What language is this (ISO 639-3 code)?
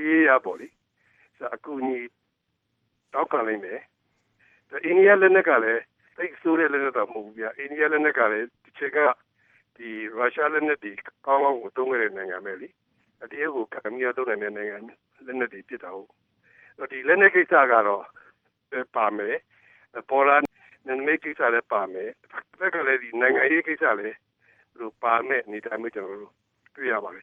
mya